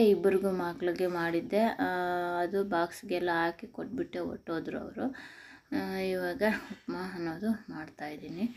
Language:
Kannada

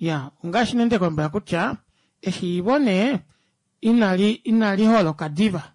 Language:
Kuanyama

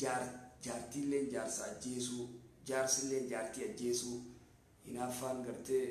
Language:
Oromo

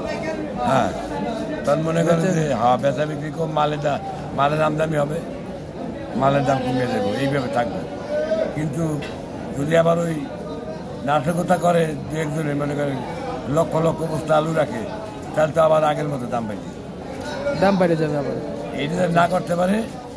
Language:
Bangla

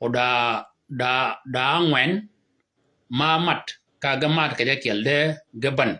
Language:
Shilluk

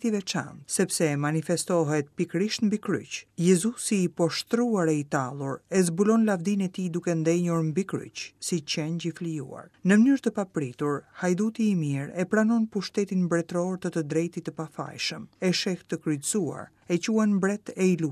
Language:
Albanian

